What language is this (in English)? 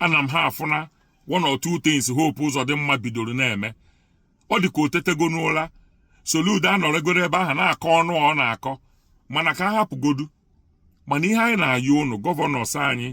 Igbo